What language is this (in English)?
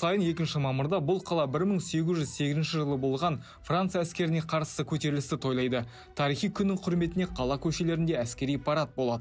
Kazakh